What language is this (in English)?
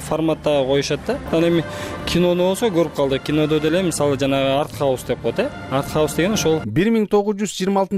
Kyrgyz